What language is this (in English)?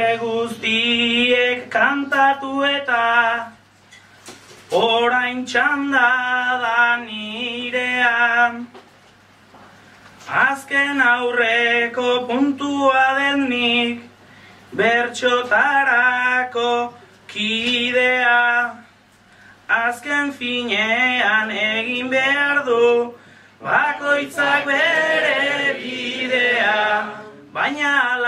Basque